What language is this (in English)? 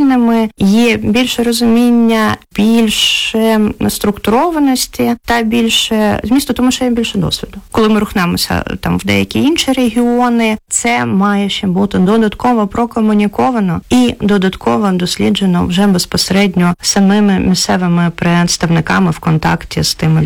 Ukrainian